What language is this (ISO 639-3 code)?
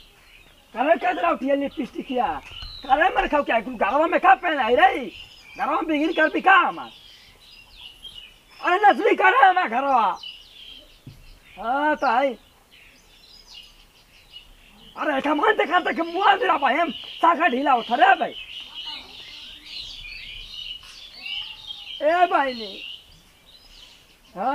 bho